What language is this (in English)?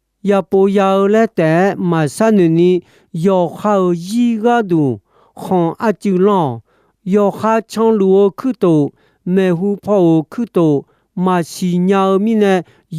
Akha